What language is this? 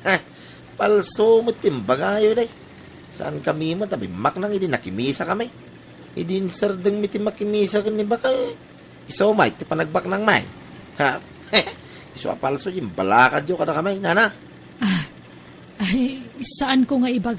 Iloko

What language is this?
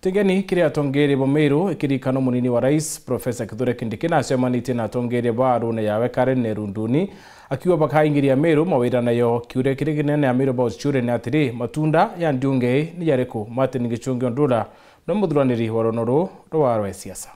Meru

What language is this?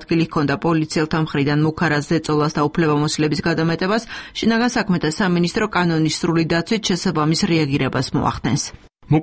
Georgian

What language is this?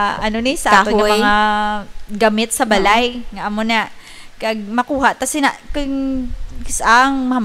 Hiligaynon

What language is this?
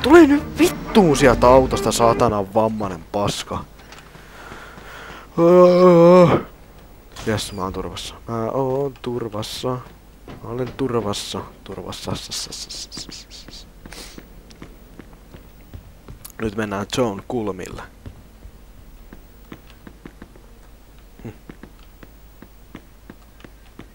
Finnish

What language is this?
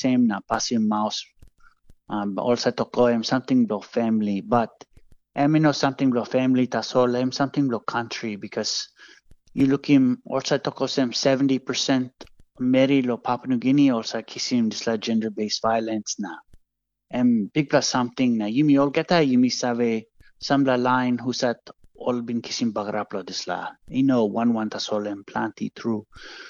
Tok Pisin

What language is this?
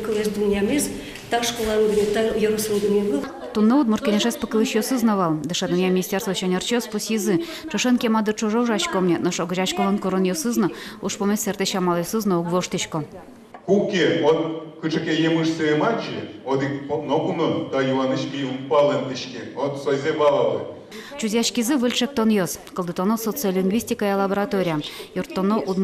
Udmurt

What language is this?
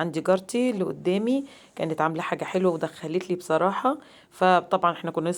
Egyptian Arabic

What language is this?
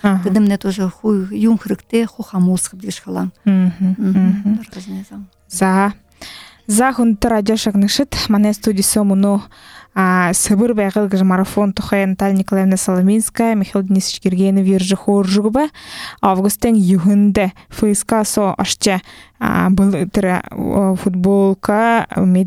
Buriat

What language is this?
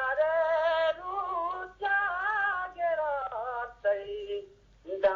Eastern Balochi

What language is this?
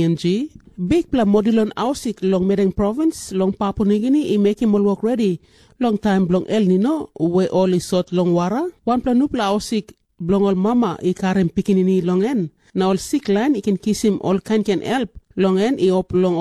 Tok Pisin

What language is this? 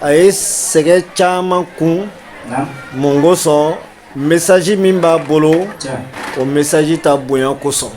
Bambara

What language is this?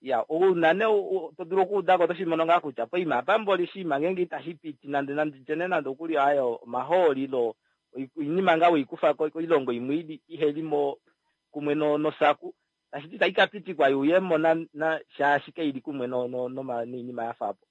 Kuanyama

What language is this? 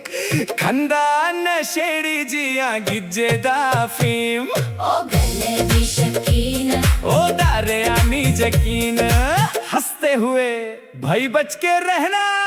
Dogri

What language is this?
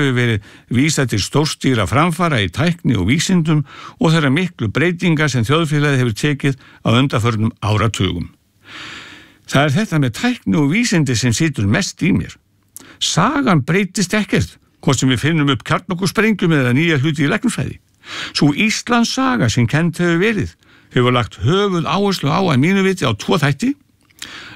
Icelandic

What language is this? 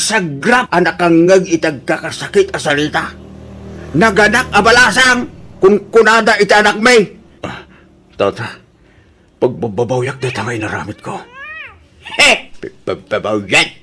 Iloko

